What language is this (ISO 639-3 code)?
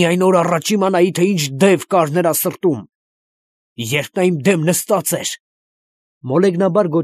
hye